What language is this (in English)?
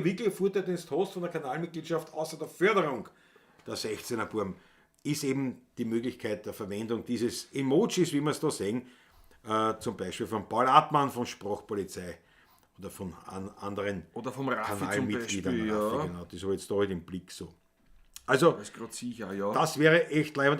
Bavarian